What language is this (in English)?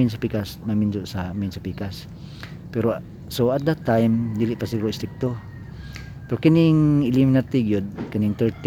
Cebuano